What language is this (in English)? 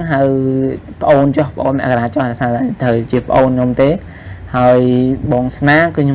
Khmer